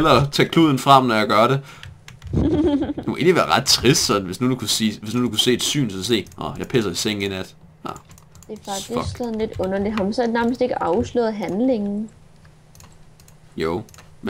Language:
Danish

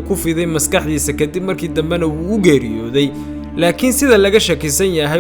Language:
Somali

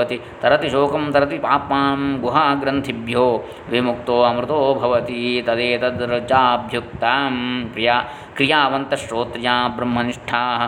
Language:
Sanskrit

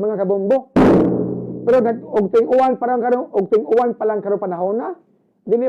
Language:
Cebuano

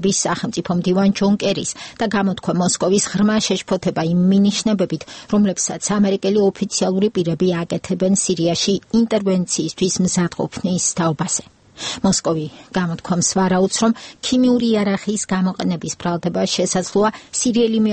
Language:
Georgian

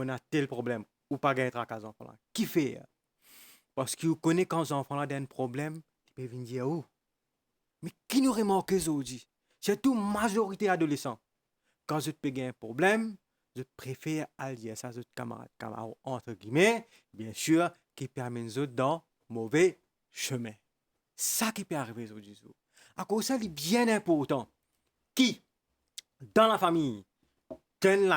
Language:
Morisyen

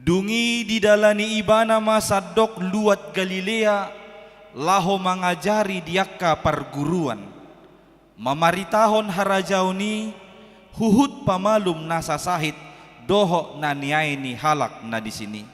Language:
Batak Toba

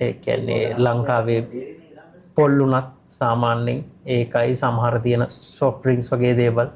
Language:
Sinhala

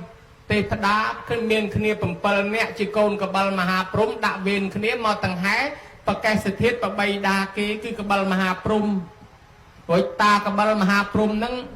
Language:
Khmer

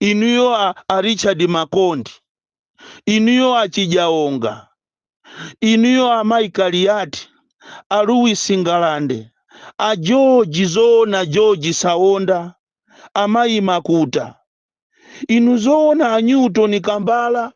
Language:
Nyanja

